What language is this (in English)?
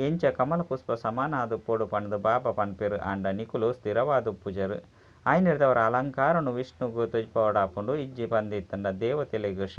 Tulu